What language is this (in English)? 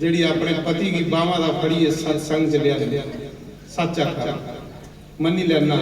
Dogri